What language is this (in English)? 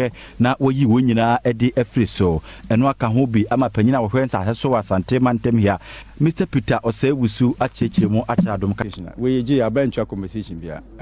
Akan